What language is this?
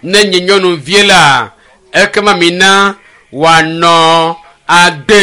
Ewe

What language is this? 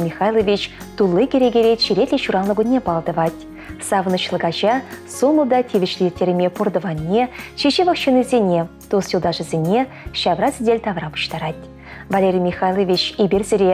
Chuvash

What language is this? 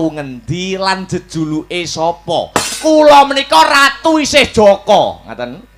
Javanese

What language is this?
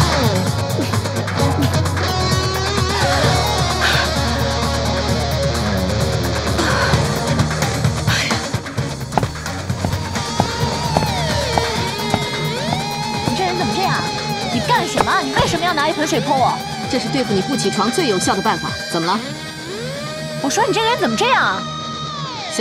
Chinese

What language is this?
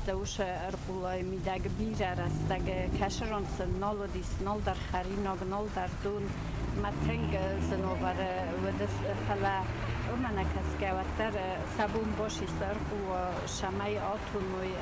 Ossetic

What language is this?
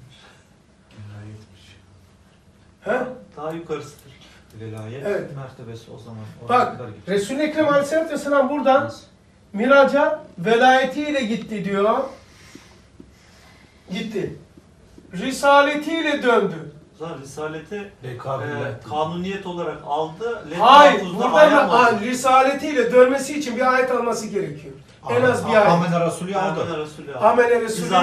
Turkish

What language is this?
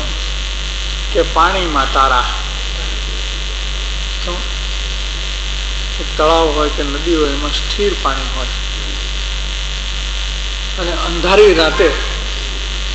Gujarati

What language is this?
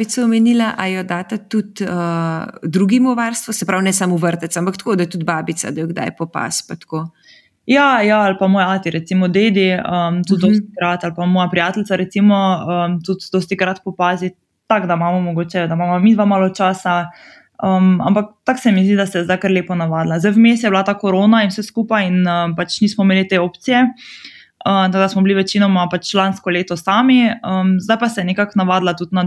Slovenian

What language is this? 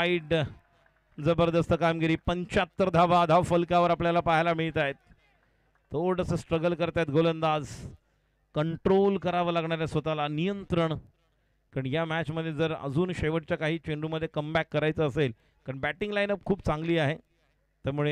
Marathi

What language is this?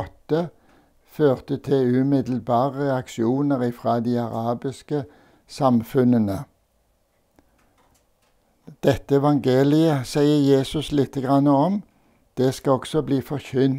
Norwegian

